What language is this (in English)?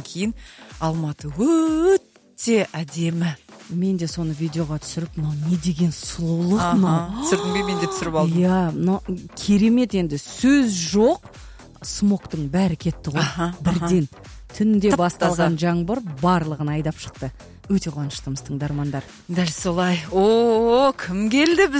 Kazakh